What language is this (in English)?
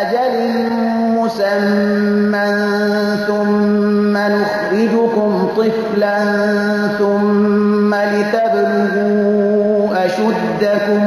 Persian